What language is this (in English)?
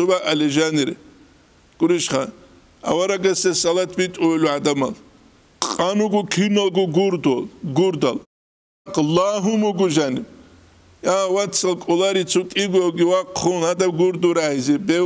Avaric